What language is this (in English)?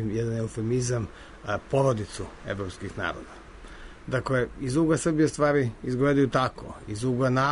Serbian